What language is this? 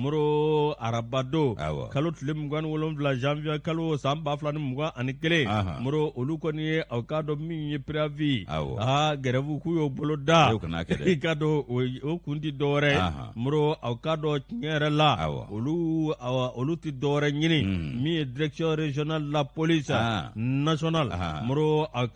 Bambara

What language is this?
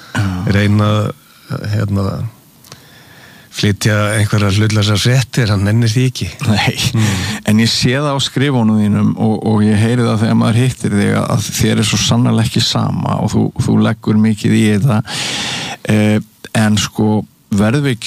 Icelandic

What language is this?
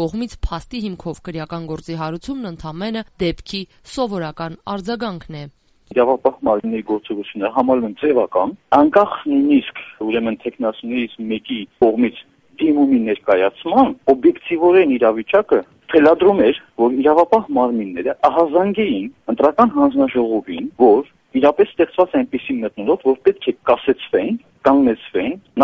Armenian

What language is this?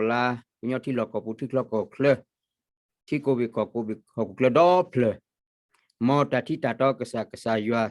S'gaw Karen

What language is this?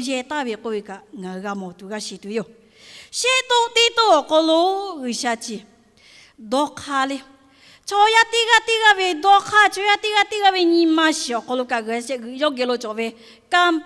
Lahu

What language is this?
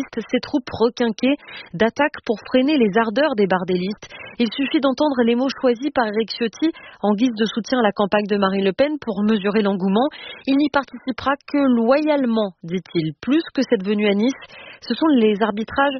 French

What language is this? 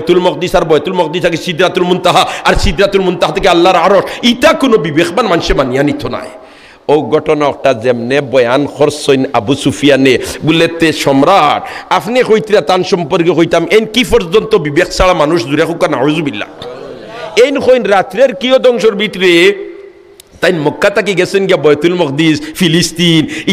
Sylheti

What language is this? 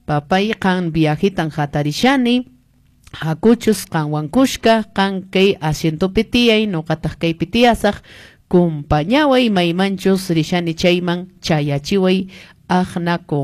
Quechua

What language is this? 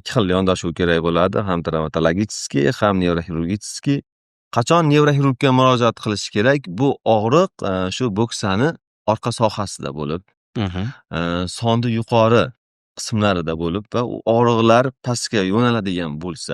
Uzbek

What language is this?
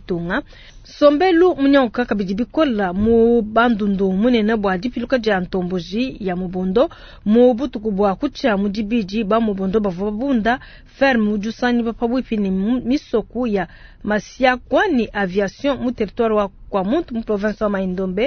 Luba-Lulua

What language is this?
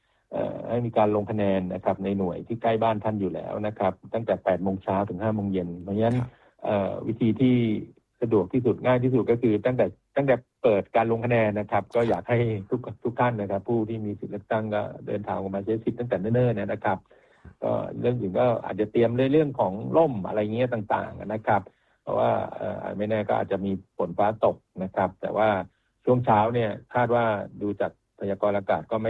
Thai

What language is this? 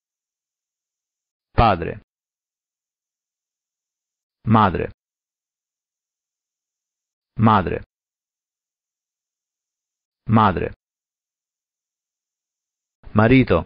Italian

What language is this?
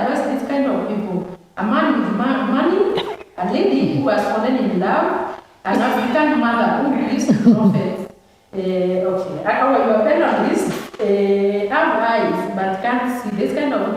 Meru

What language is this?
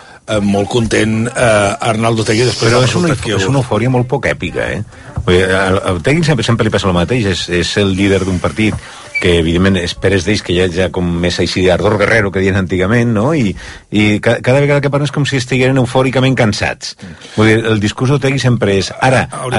Catalan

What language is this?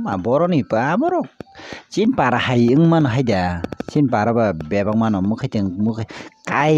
Kok Borok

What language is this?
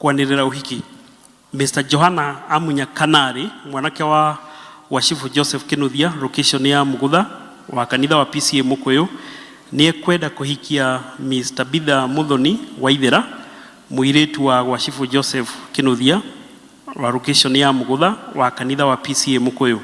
Kikuyu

